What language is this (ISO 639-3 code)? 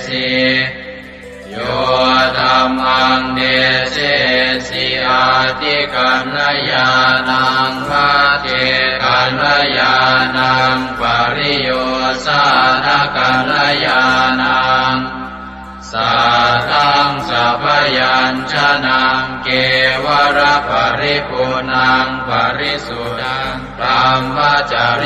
pli